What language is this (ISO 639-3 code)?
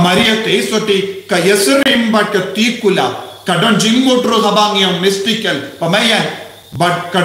kha